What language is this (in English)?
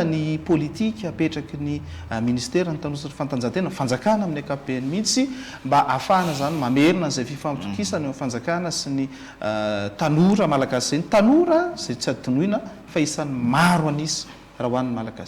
Malagasy